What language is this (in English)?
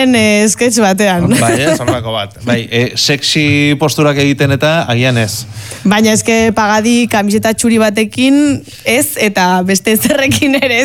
Basque